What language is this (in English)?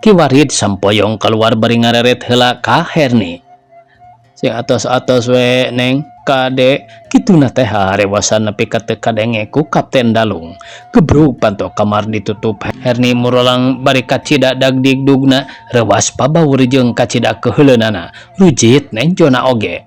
Sundanese